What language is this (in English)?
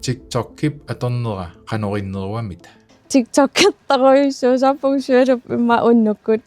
Kalaallisut